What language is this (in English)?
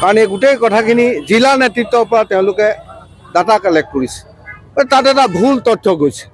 Assamese